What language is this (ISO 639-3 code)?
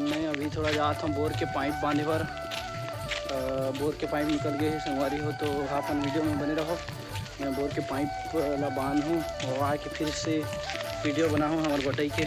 hne